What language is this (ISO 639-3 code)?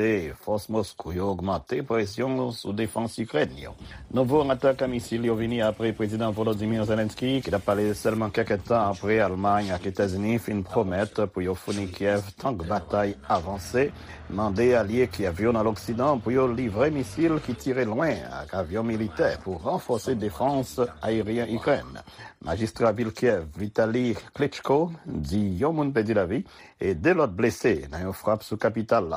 hat